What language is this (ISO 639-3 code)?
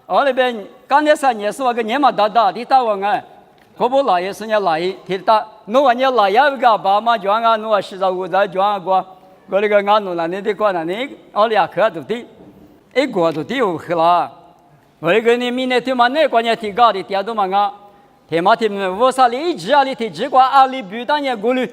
lis